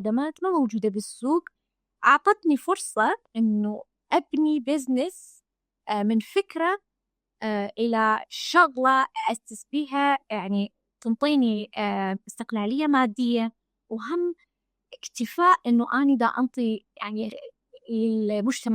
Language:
Mesopotamian Arabic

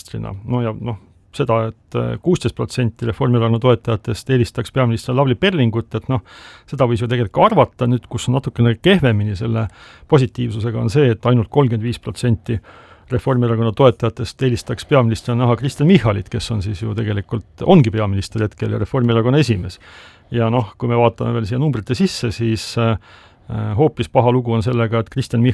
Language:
Estonian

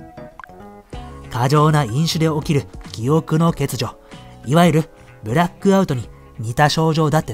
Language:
Japanese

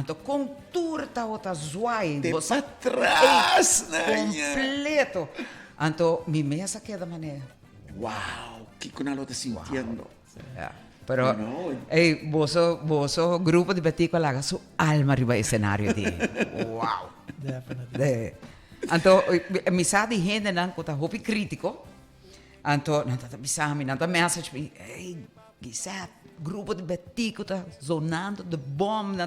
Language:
Papiamento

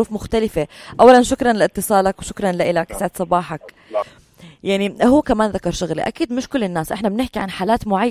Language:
North Levantine Arabic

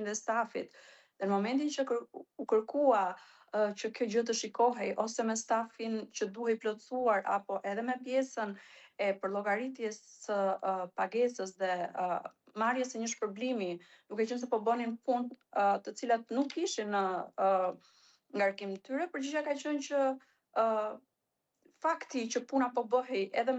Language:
Albanian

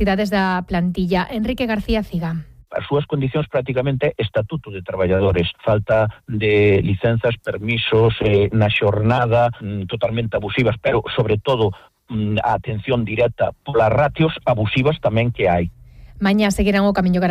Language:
Galician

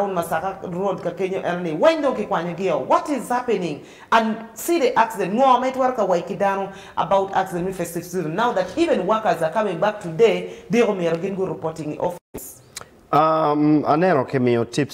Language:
Acoli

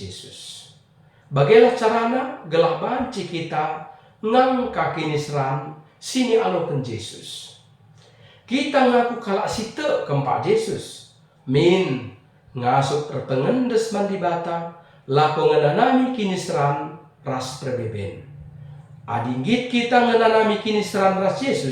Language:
Batak Karo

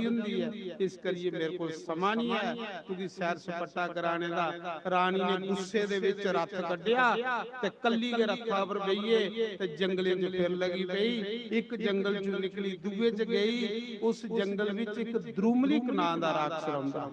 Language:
Dogri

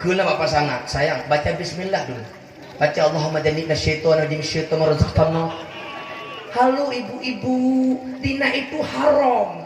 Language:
Achinese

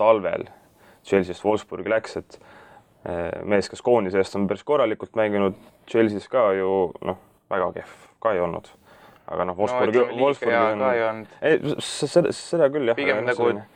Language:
Estonian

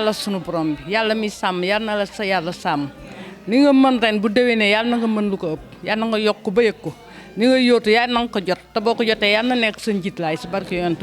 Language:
Wolof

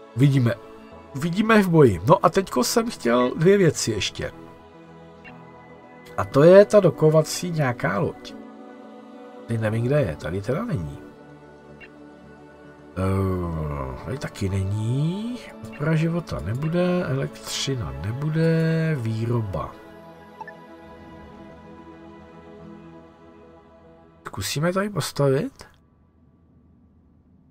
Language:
Czech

